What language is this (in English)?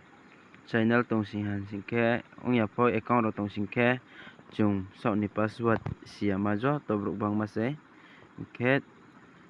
Riang (India)